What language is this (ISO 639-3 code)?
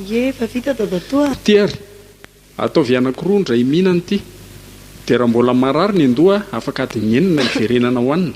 mlg